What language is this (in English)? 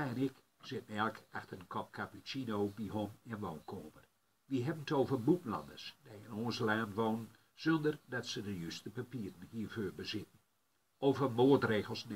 Gronings